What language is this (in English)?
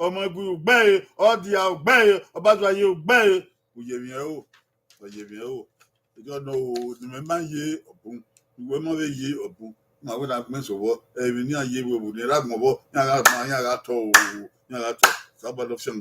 Bini